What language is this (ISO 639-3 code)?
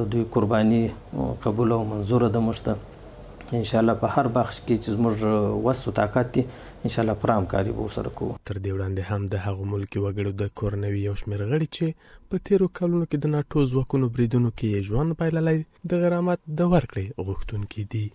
pus